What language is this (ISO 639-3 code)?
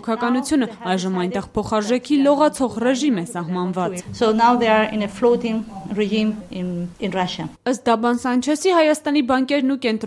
hye